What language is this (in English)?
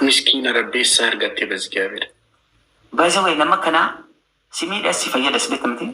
Oromo